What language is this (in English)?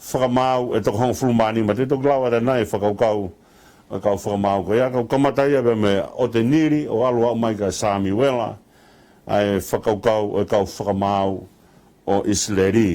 Tongan